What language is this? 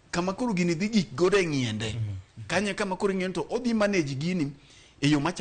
Luo (Kenya and Tanzania)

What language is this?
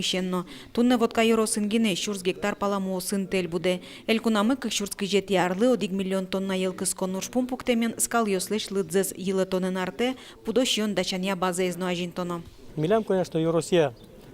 Udmurt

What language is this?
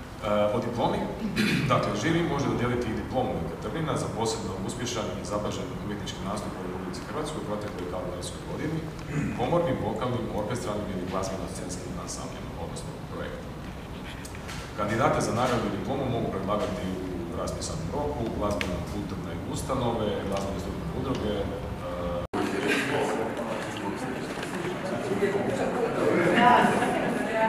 Croatian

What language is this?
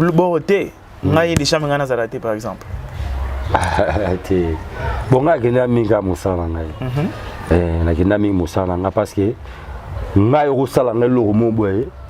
Lingala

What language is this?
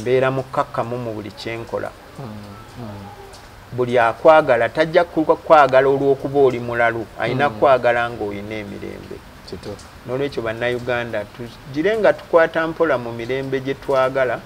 Ganda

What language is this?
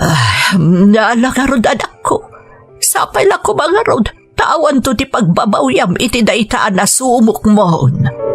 Iloko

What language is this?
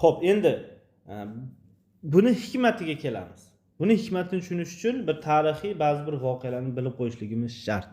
Uzbek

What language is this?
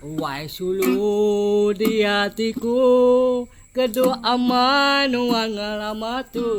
Iban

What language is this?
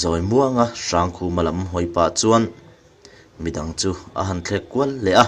Mizo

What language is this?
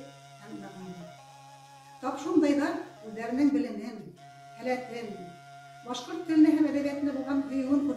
Bashkir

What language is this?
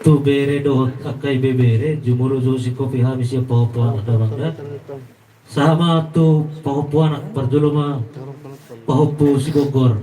Batak Toba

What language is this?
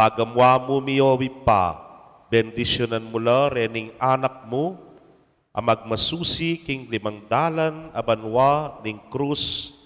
Pampanga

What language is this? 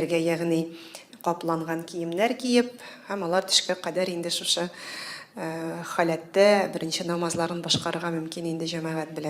Tatar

